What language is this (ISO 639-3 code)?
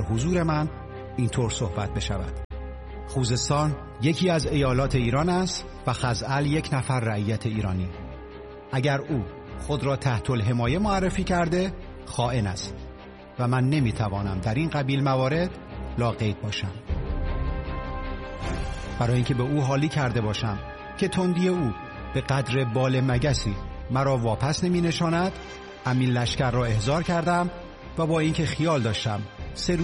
fas